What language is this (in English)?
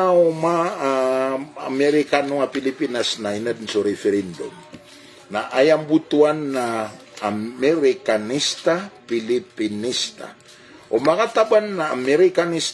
Maranao